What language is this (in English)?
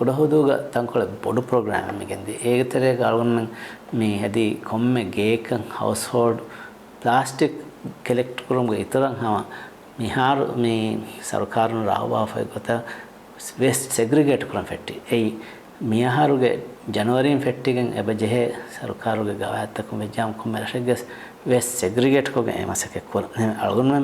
Divehi